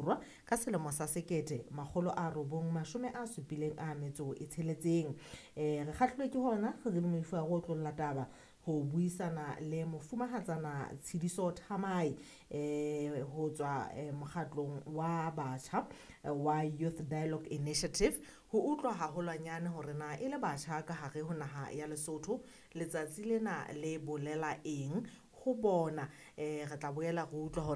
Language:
Southern Sotho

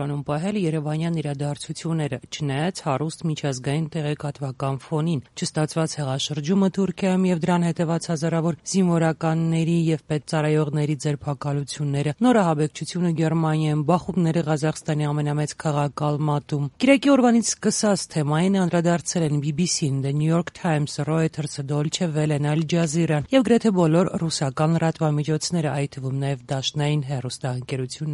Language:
Armenian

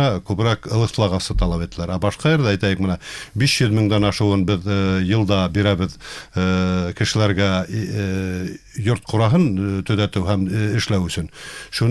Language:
Bashkir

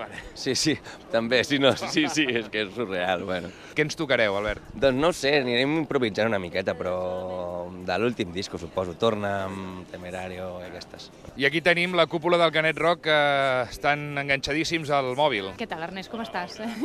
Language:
Catalan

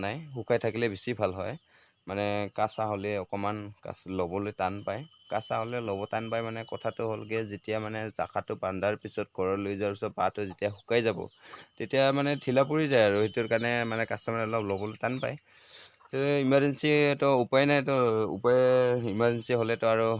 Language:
Assamese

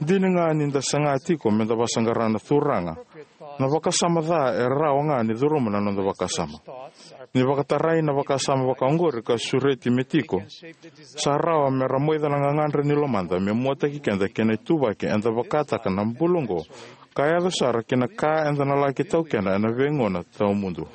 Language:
Fijian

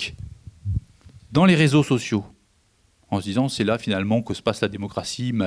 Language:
French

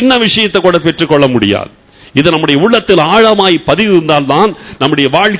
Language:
Tamil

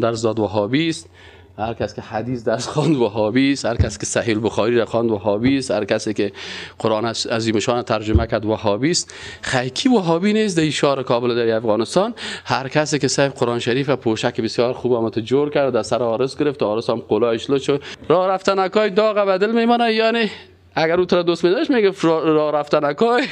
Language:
Persian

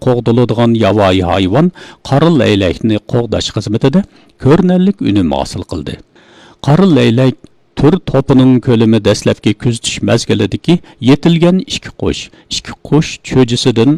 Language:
Uyghur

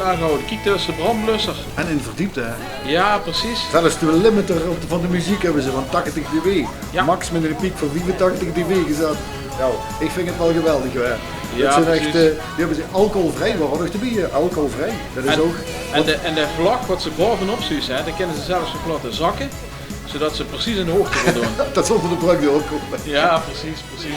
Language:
Limburgish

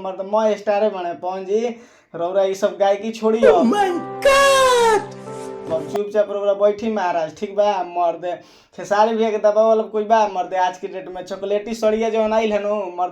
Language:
Bhojpuri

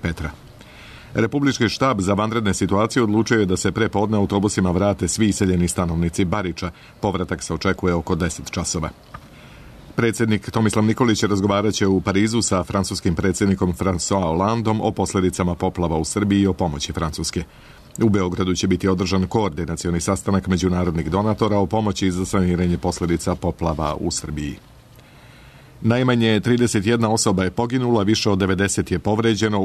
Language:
Serbian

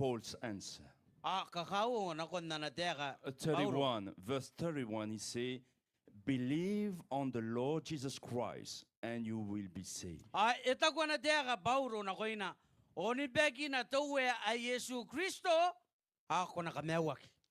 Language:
Gilbertese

